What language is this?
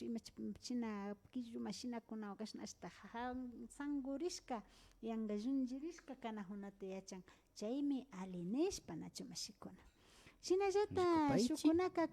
Imbabura Highland Quichua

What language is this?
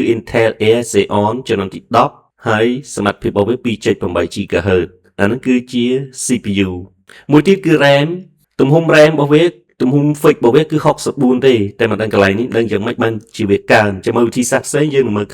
Khmer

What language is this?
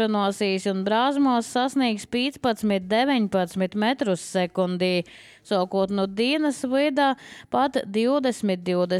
Latvian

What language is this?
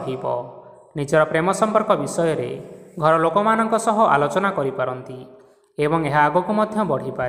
Odia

